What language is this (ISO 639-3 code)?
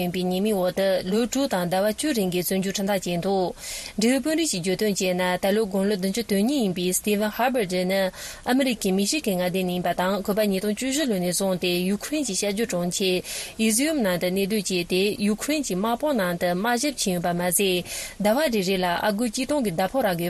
bod